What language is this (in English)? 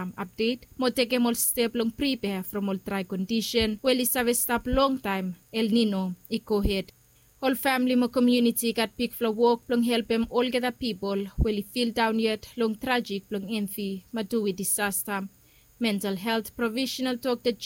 Bislama